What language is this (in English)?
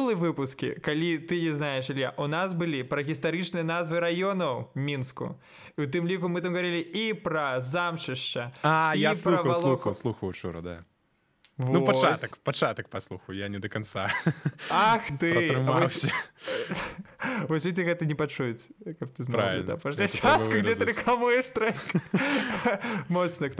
Belarusian